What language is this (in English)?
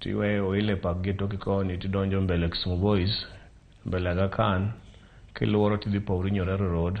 Luo (Kenya and Tanzania)